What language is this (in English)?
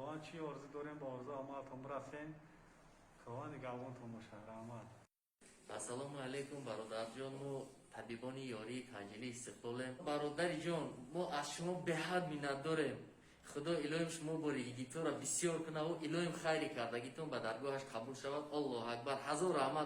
Tajik